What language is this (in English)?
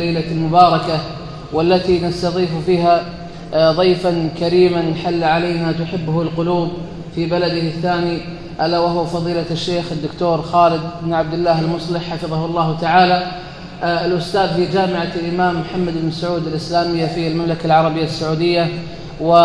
Arabic